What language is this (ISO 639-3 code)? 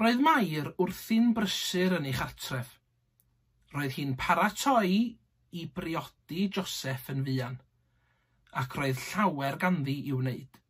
cym